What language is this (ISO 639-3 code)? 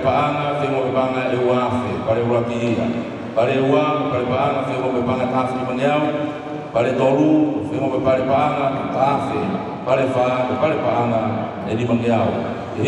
ton